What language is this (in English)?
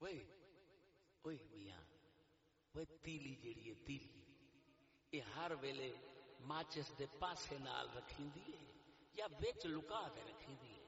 Saraiki